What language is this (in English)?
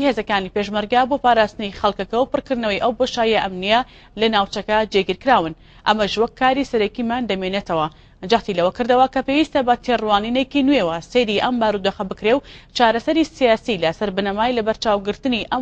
Central Kurdish